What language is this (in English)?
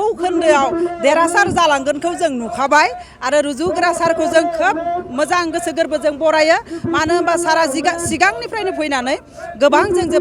Bodo